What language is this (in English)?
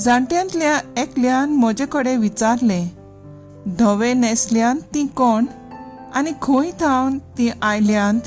Konkani